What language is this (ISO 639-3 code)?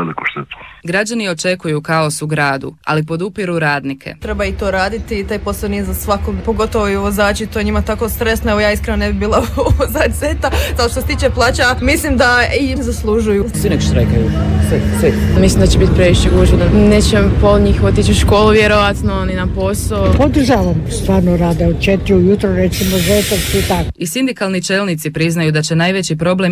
hrv